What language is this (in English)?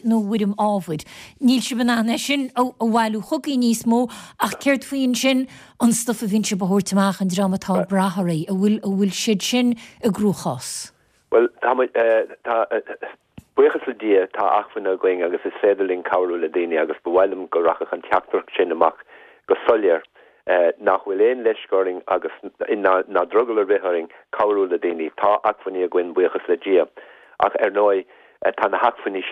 Irish